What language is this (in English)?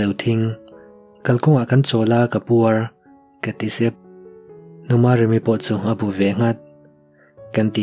Mizo